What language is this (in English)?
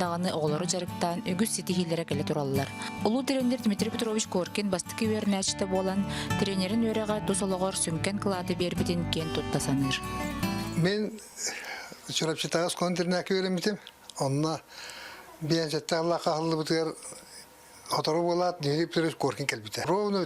Yakut